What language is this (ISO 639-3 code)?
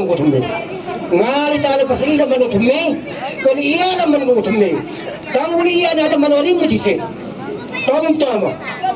kha